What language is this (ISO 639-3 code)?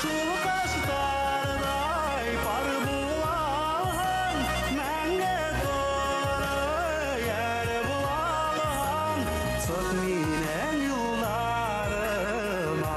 bak